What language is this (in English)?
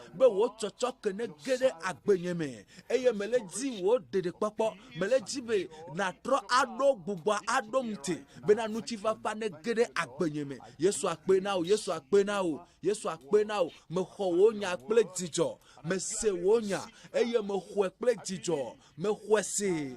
Ewe